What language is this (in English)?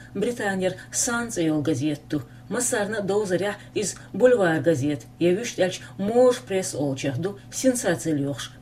Chechen